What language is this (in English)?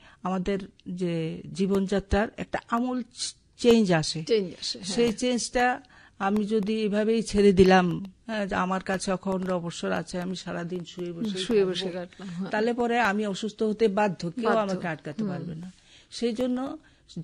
Bangla